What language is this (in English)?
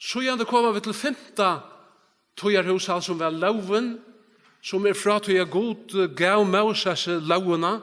Faroese